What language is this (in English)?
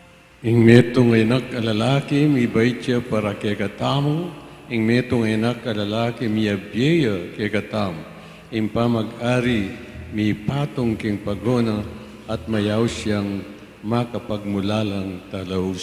Pampanga